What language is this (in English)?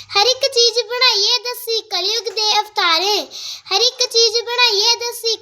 Dogri